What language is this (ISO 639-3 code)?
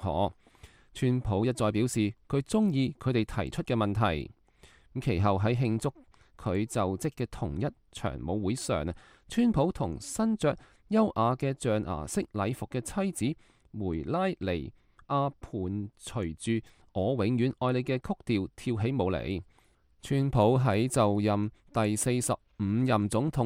yue